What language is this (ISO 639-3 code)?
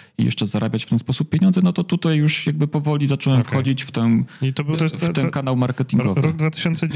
pol